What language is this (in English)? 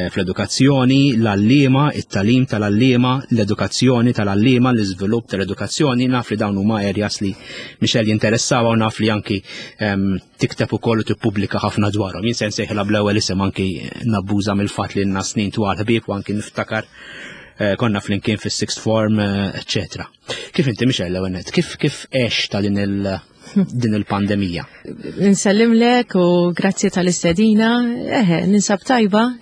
Maltese